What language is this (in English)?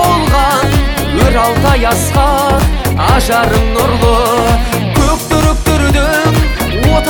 Kazakh